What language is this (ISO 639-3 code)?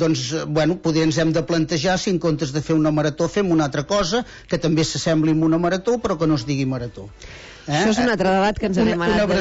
cat